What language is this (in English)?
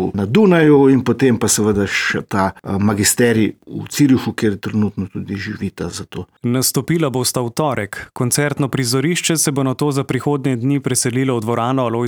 Slovenian